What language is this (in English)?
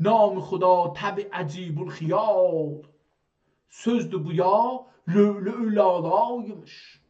South Azerbaijani